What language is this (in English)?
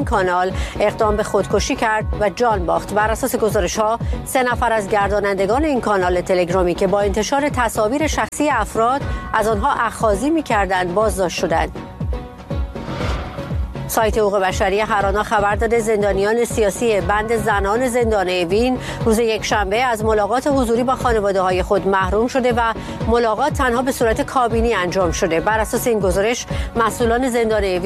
Persian